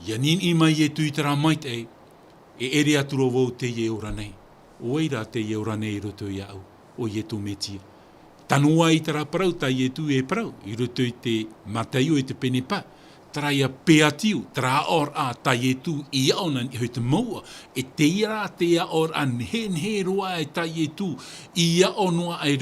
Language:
Tahitian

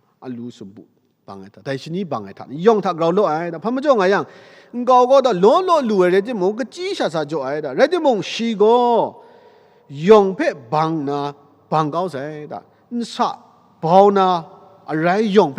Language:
Kachin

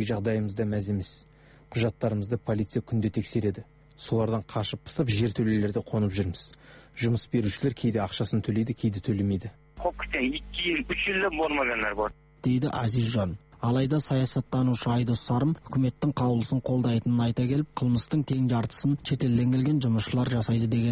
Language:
Kazakh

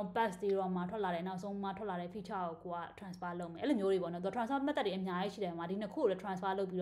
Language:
Burmese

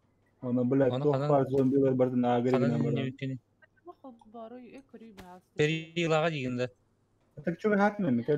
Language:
Yakut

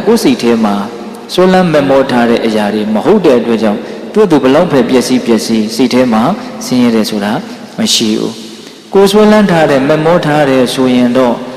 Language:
Burmese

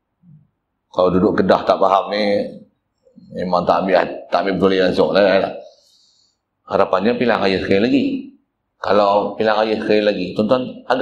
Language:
Malay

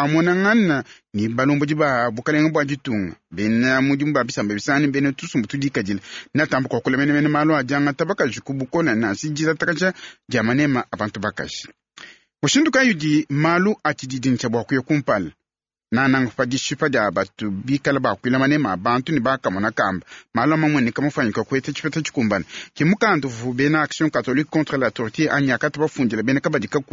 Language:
Luba-Lulua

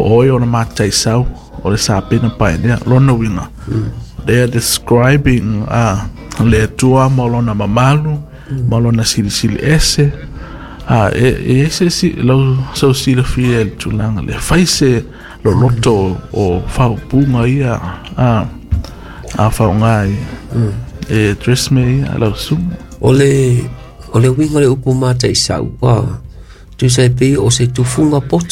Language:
Samoan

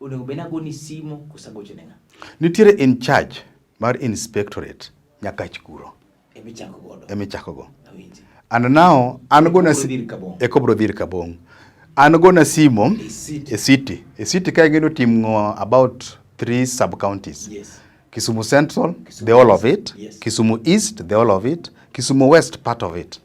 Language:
Luo (Kenya and Tanzania)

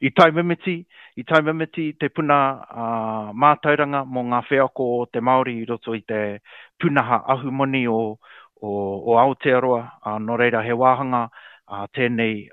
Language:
Māori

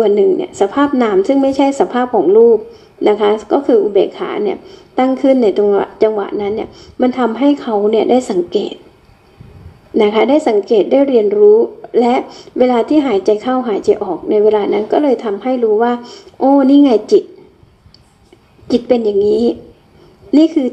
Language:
Thai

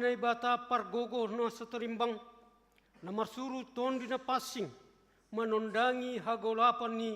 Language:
Batak Simalungun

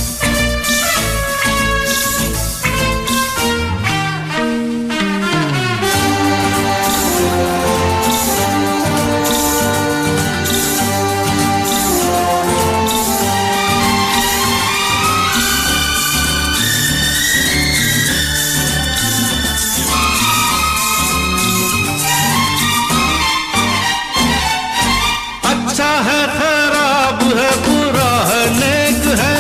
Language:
Hindi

